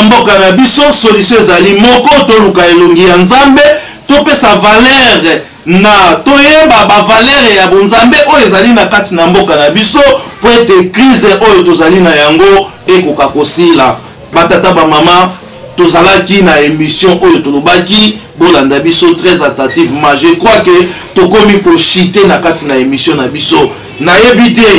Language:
Lingala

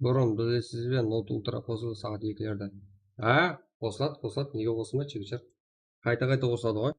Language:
Kara-Kalpak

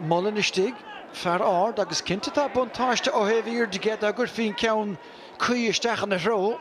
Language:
Irish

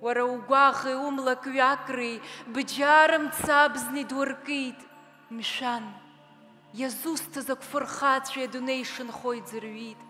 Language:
Abkhazian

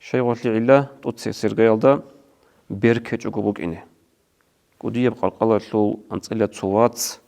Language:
Avaric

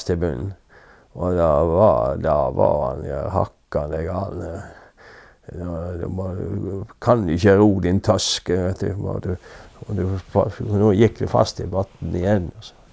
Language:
Norwegian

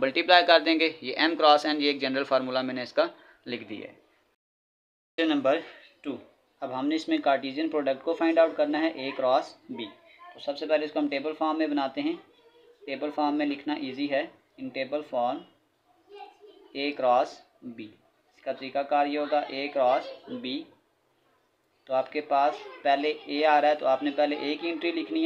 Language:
Hindi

